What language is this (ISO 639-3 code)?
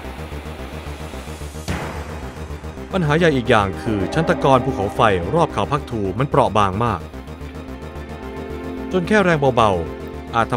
tha